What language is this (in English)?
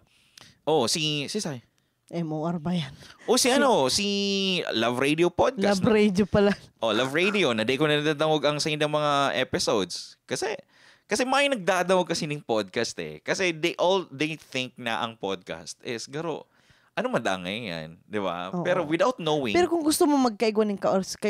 Bikol